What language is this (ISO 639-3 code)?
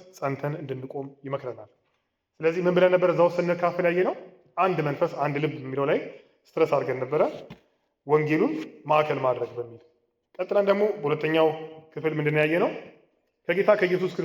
amh